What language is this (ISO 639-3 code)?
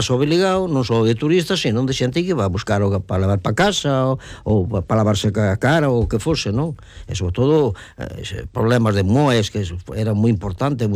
glg